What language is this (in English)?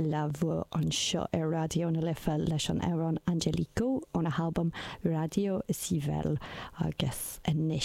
Irish